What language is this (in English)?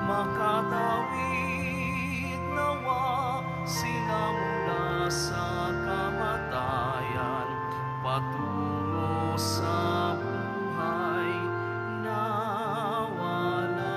Filipino